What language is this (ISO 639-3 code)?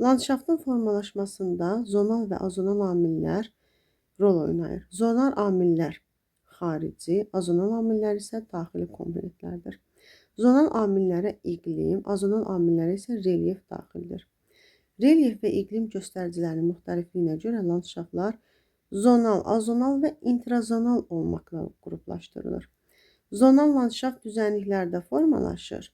aze